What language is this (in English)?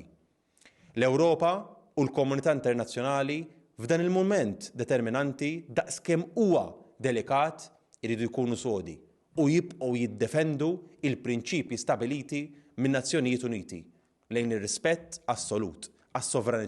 Maltese